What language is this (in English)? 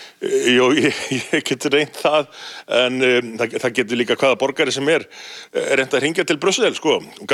Icelandic